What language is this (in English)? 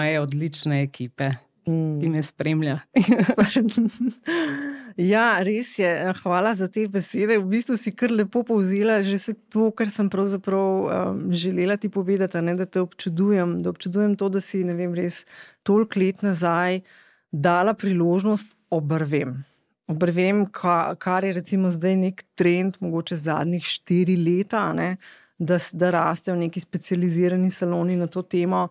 Slovenian